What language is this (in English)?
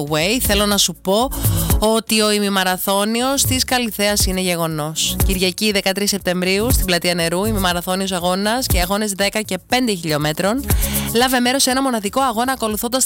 Greek